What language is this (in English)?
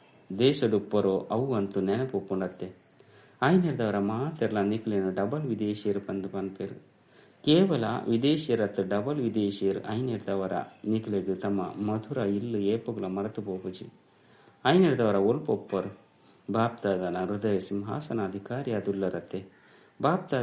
Tulu